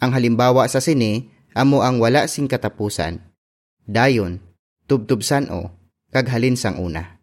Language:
Hiligaynon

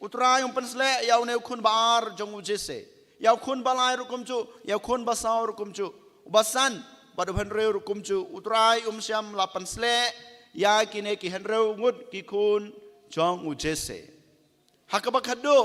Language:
Khasi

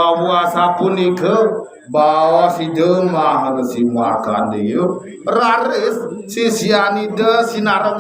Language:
Balinese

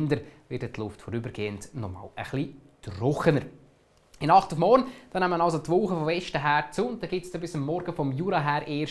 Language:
Swiss German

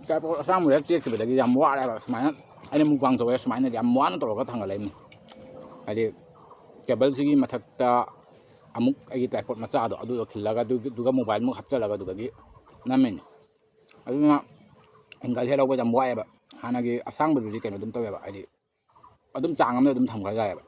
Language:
Manipuri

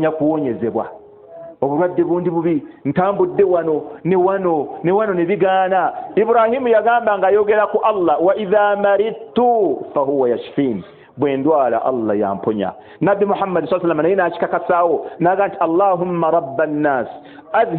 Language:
Ganda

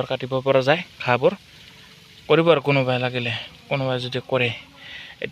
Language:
Assamese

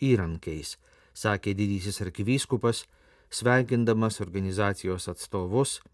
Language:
Lithuanian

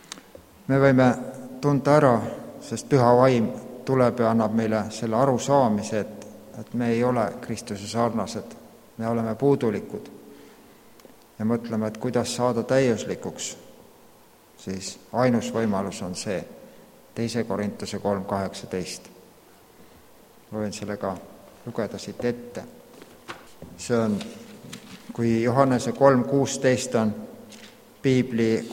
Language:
Estonian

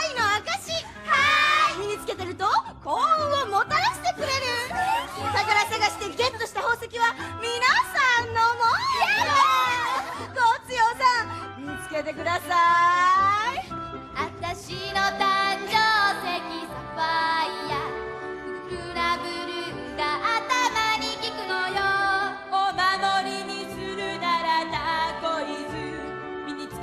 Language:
Japanese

